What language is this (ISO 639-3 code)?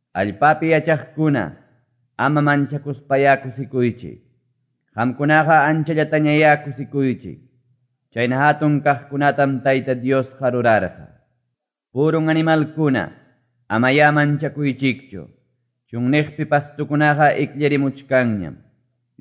que